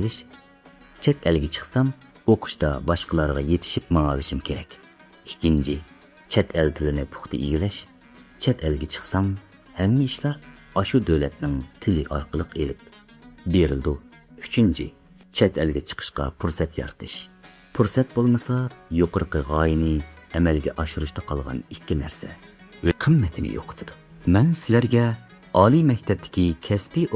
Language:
Uyghur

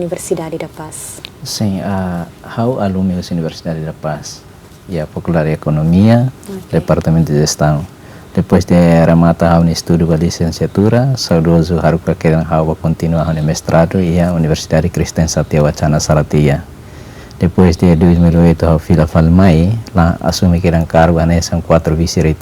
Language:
Tetum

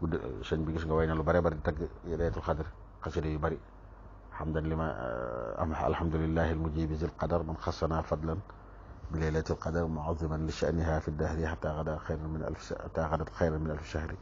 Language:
Wolof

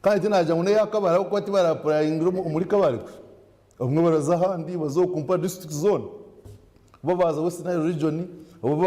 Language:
Nyankole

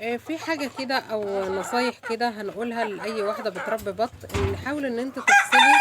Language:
Egyptian Arabic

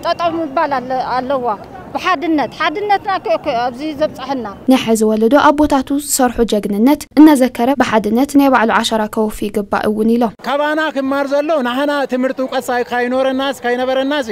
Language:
Tigrinya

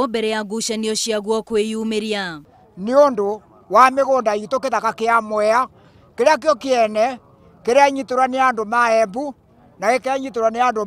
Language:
Kikuyu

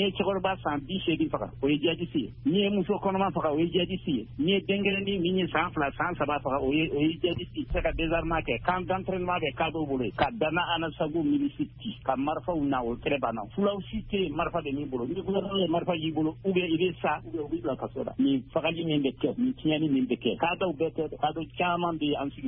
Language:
Bambara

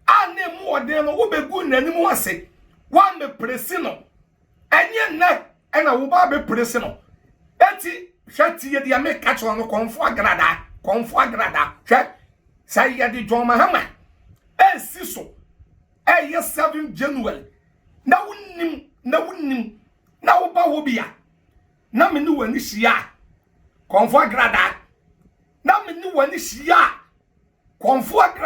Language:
Akan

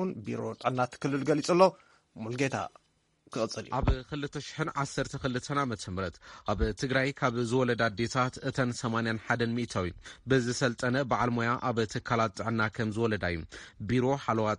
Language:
Tigrinya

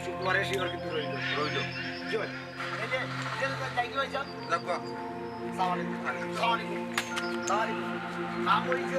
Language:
Sylheti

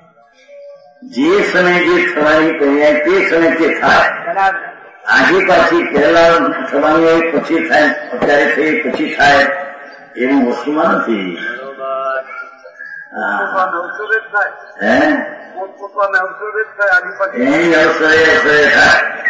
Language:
Gujarati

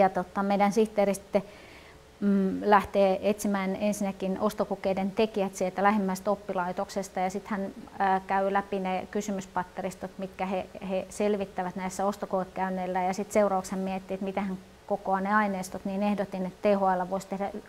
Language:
Finnish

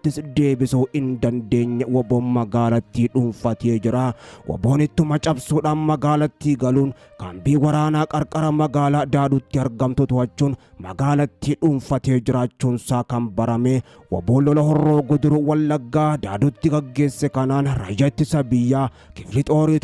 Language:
Oromo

